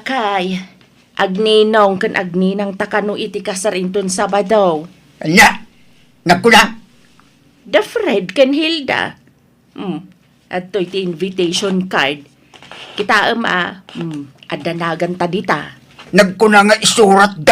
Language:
Iloko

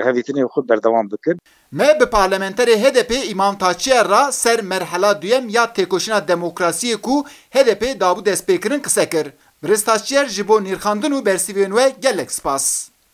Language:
Kurdish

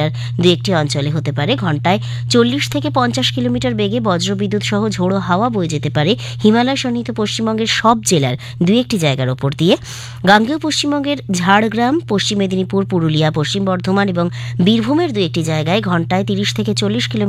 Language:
Bangla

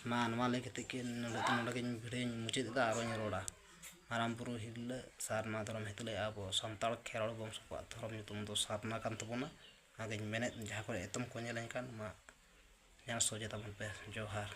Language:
Santali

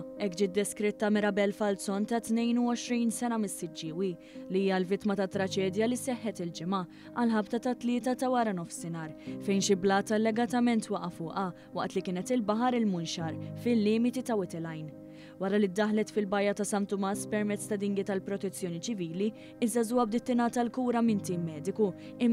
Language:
Maltese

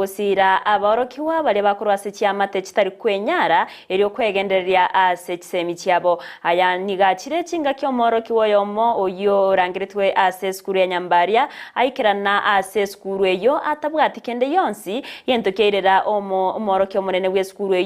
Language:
Gusii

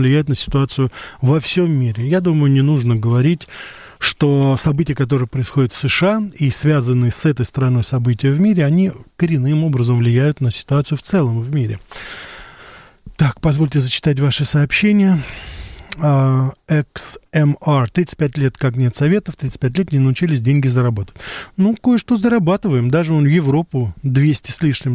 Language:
Russian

